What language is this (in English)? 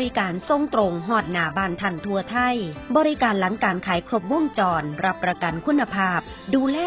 Northeastern Thai